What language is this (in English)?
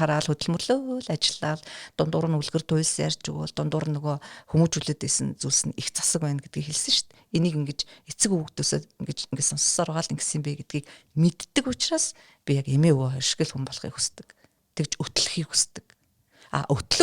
Mongolian